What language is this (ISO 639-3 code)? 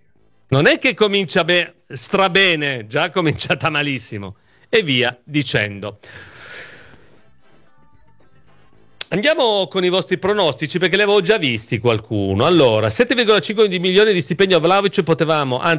ita